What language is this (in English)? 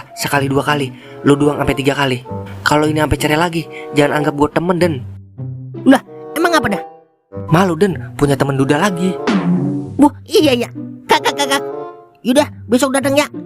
Betawi